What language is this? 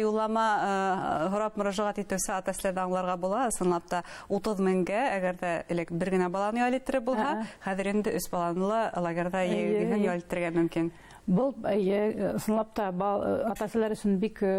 Bashkir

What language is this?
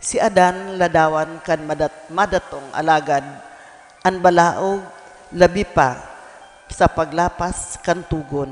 Bikol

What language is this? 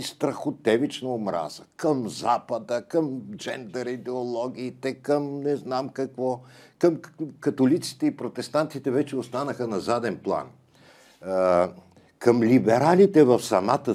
Bulgarian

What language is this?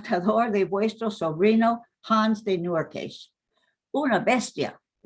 Ladino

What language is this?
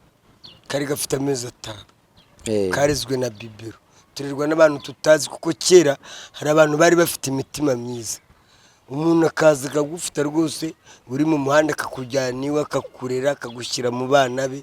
Kinyarwanda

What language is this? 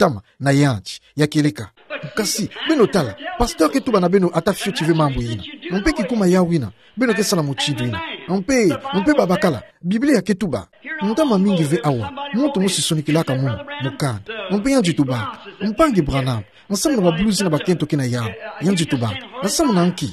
Kituba (Democratic Republic of Congo)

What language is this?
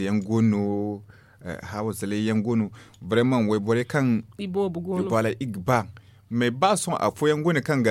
Zarma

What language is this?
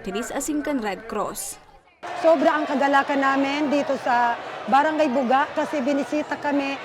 Bikol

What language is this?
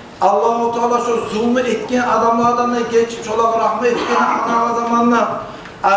Kumyk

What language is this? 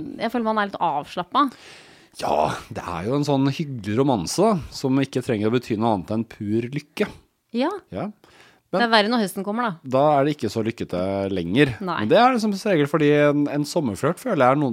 Norwegian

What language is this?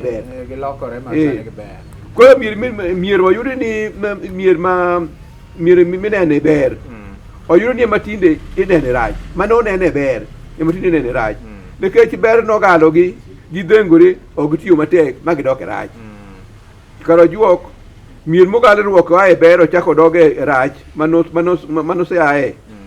Luo (Kenya and Tanzania)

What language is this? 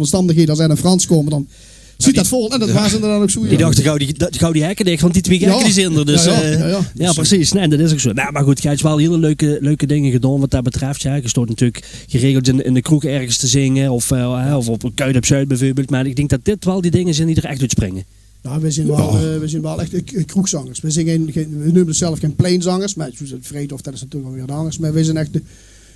Limburgish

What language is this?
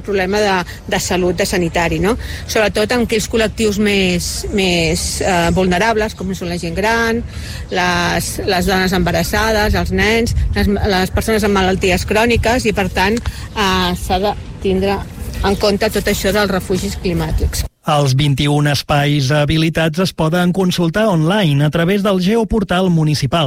Catalan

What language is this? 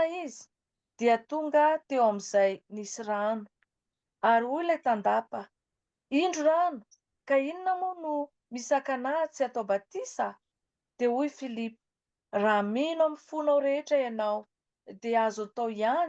Malagasy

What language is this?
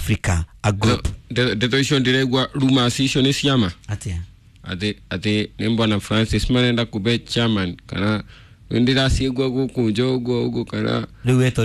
Kikuyu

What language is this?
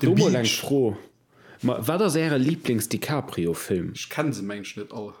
Luxembourgish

